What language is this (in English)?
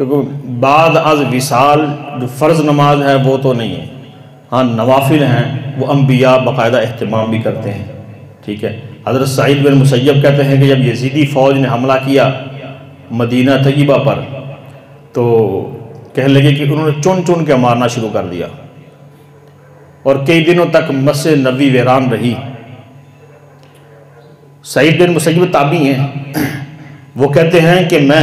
Urdu